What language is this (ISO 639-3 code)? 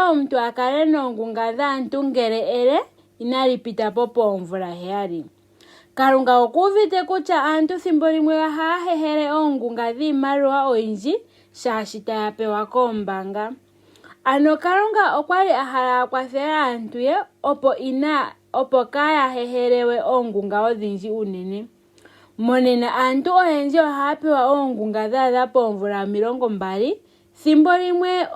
ndo